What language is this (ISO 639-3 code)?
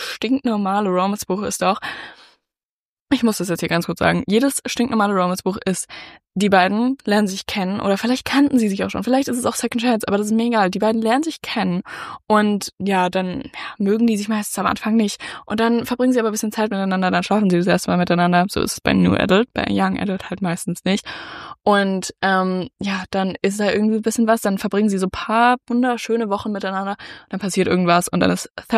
deu